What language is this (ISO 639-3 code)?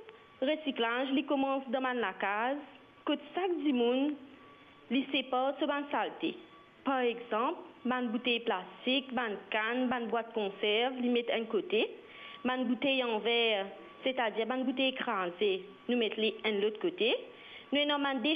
mfe